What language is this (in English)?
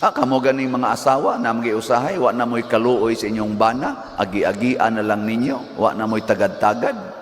Cebuano